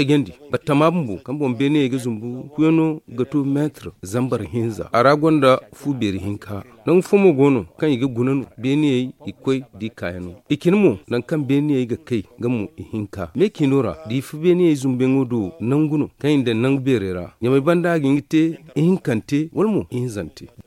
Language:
Zarma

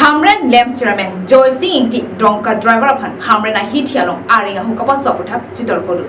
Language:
Karbi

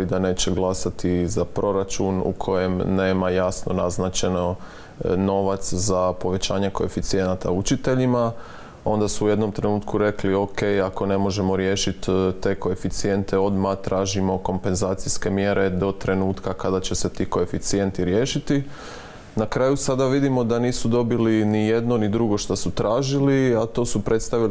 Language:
Croatian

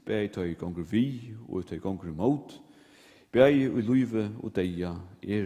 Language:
Faroese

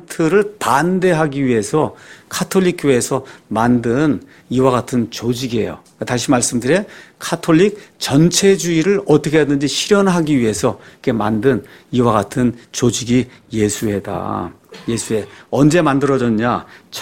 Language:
Korean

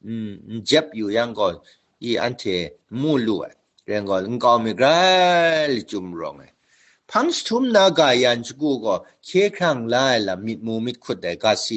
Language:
Kachin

